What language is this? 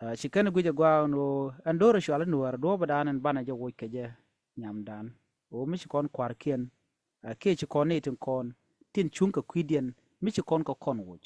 Nuer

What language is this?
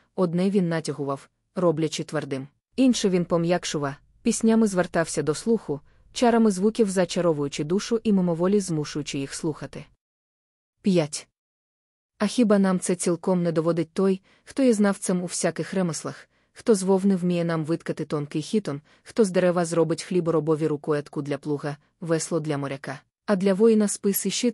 Ukrainian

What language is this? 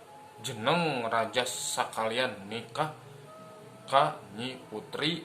Sundanese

